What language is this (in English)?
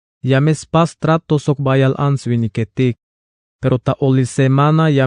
Tzeltal